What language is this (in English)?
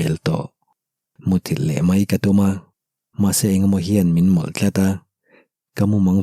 Mizo